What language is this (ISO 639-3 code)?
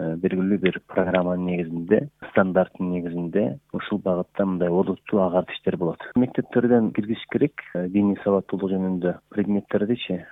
kir